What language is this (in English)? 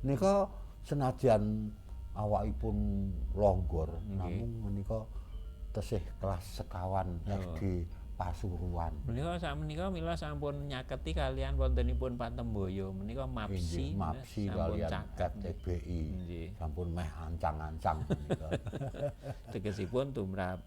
Javanese